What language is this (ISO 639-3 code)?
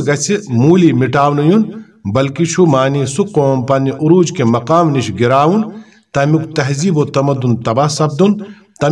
kas